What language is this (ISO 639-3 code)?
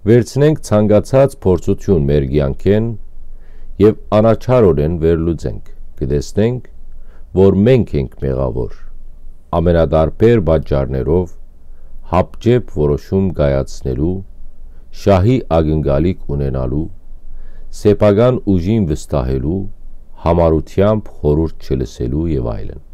hyw